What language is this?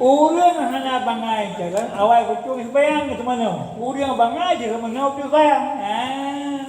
Achinese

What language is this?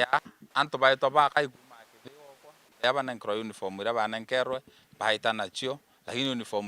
Meru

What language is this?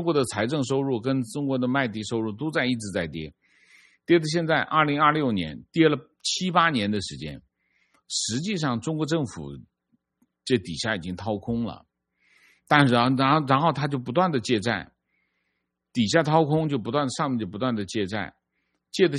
Chinese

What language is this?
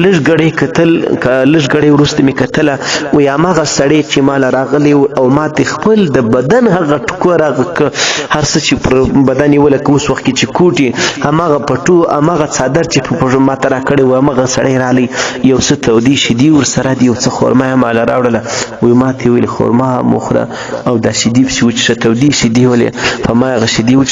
Pashto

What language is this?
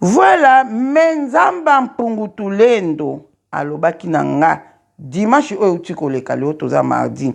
Lingala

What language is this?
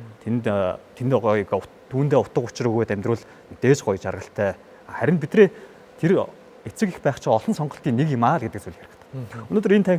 Mongolian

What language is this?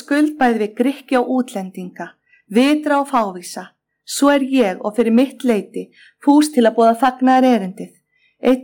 Icelandic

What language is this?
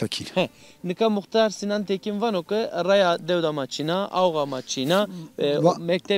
Zaza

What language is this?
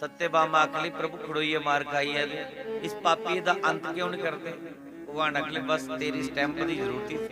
Dogri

